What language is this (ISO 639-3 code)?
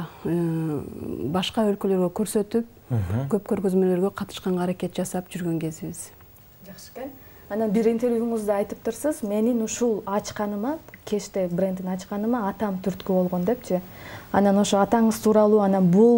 kir